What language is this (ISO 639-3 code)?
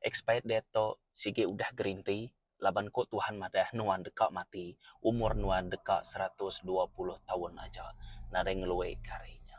iba